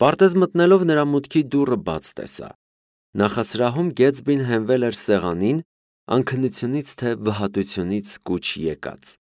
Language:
Armenian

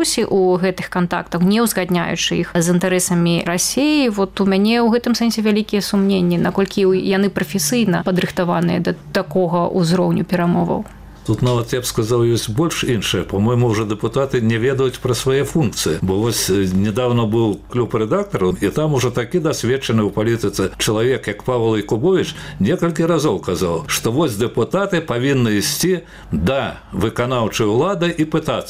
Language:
Belarusian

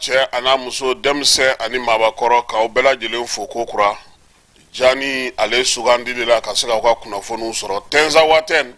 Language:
Bambara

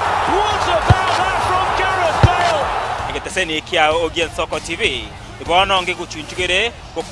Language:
Gusii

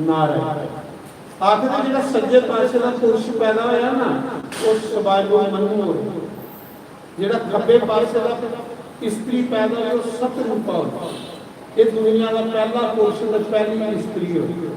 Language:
Dogri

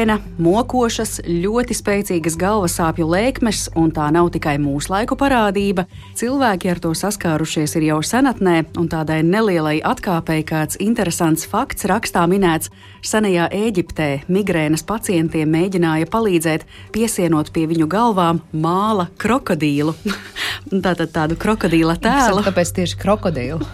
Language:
Latvian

